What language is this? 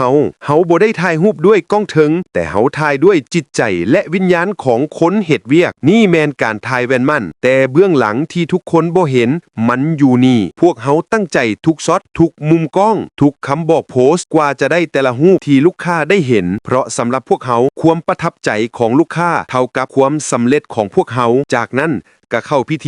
Lao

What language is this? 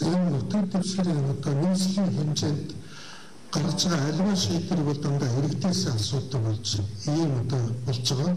Mongolian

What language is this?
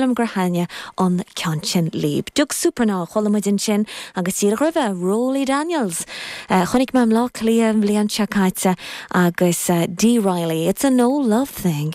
Irish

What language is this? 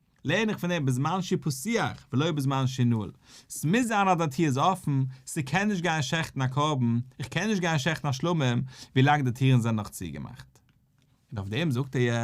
Yiddish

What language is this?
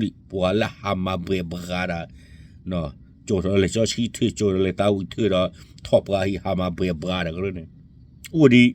S'gaw Karen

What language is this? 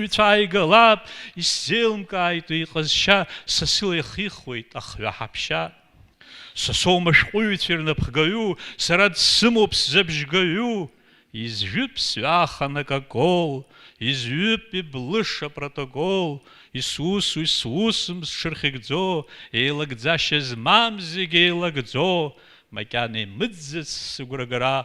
Abkhazian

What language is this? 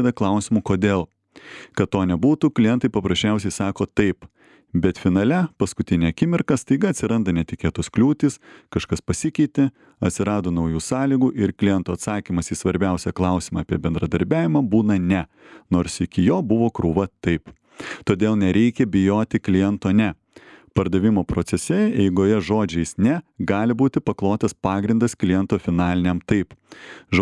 Lithuanian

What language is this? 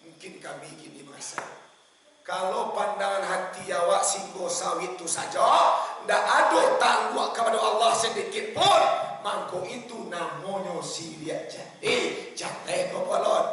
Minangkabau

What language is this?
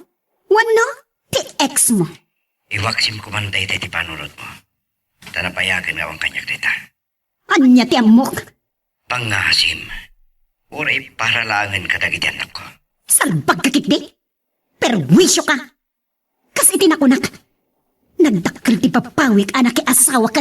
Iloko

